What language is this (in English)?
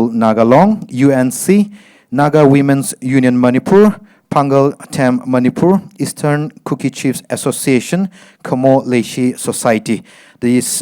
Tangkhul Naga (India)